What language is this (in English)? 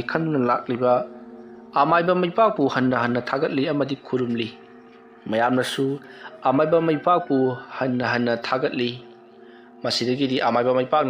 Manipuri